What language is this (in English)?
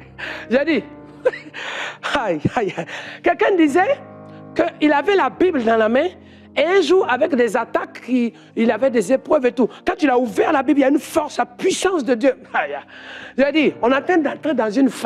French